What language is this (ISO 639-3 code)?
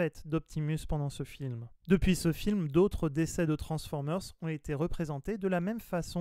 fra